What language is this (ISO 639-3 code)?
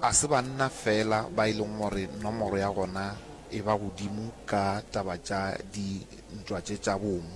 nso